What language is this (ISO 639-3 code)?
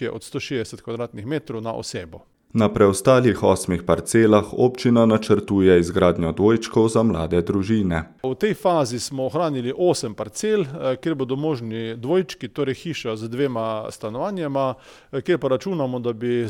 slv